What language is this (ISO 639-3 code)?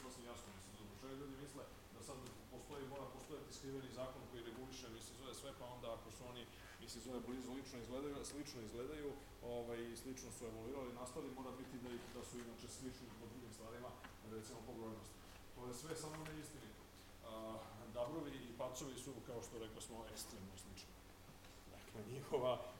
srp